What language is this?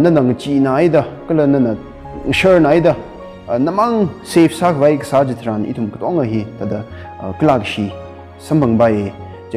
Tangkhul Naga (India)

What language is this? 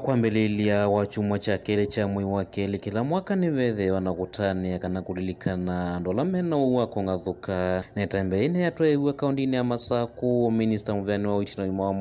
Kamba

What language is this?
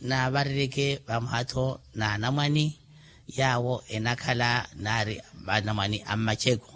Makhuwa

